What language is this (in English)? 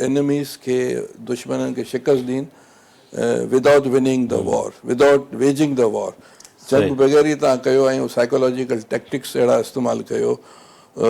Sindhi